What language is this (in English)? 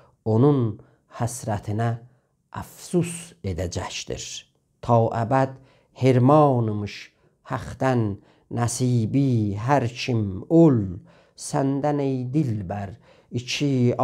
South Azerbaijani